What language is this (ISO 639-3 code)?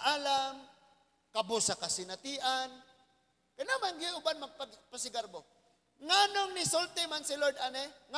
ceb